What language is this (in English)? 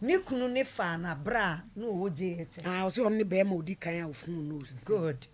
Akan